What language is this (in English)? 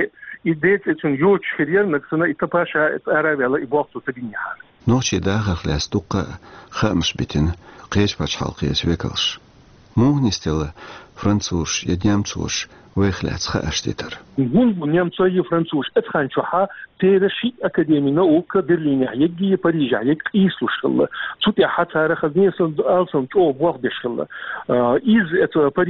Chechen